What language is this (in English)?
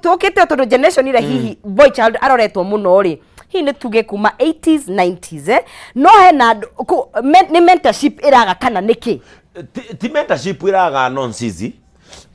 Kikuyu